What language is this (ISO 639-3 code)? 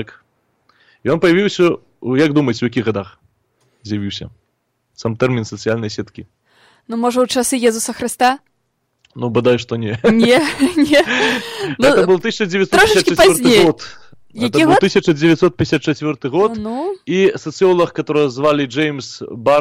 bel